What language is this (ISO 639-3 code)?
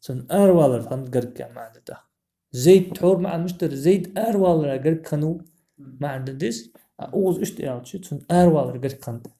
inh